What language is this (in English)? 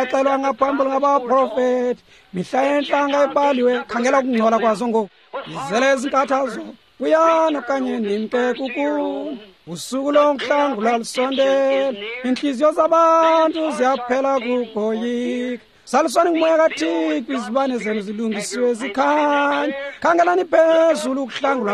Xhosa